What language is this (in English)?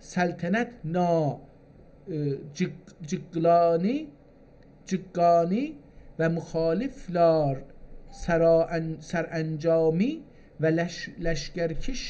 South Azerbaijani